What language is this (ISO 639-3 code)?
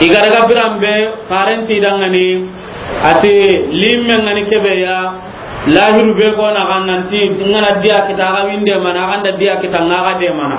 snk